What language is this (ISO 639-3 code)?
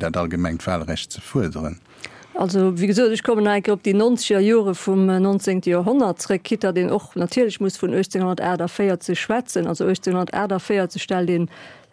ltz